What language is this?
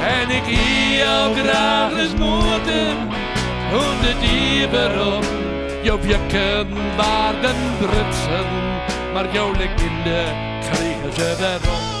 Western Frisian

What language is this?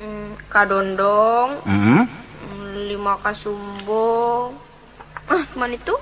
Minangkabau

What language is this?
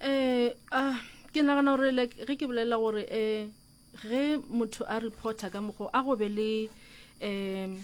Northern Sotho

